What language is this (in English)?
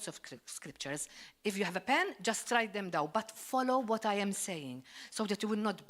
English